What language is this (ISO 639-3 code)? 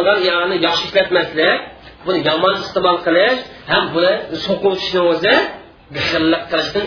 uig